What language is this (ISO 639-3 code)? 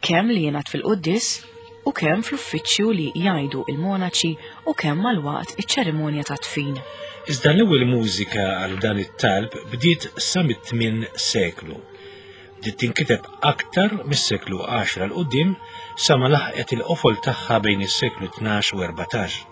mlt